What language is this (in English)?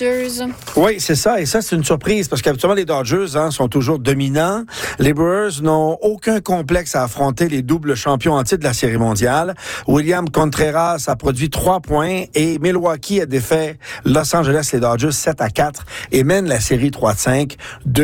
French